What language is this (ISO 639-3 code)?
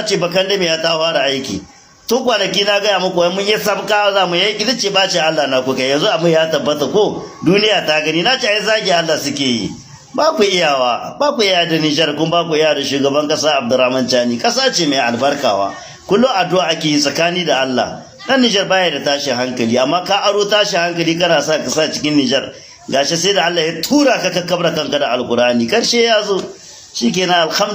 hau